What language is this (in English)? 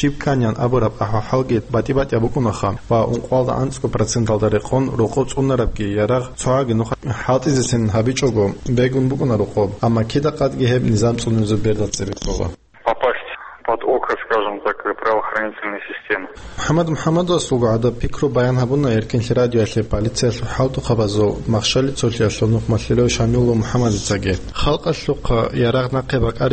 Avaric